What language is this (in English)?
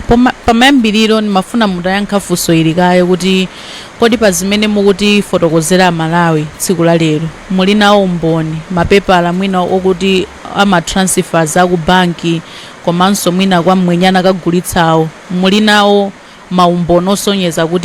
Nyanja